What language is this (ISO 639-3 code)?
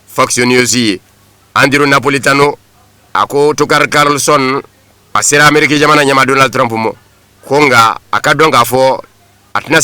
bam